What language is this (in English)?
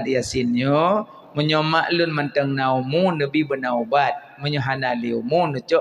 Achinese